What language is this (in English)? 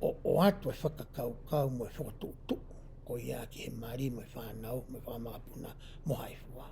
Tongan